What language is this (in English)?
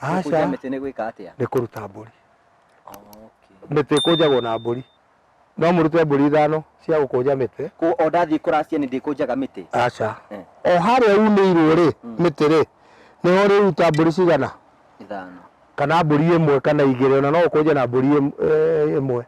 Kikuyu